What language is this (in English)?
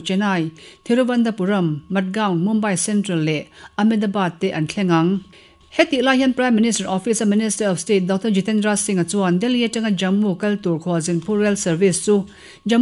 Mizo